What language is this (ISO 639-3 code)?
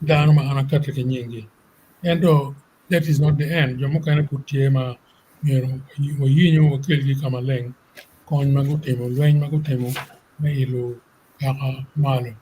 ach